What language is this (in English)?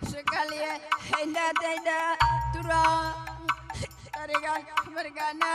Batak Karo